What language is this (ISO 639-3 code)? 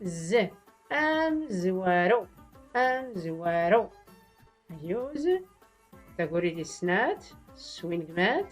shi